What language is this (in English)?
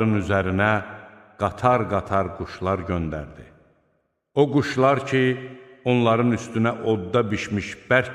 Azerbaijani